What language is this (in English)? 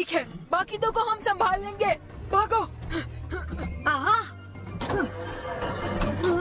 Hindi